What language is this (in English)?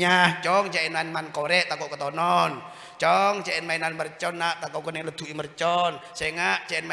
Madurese